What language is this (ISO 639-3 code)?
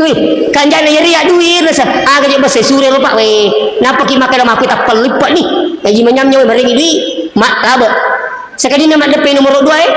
bug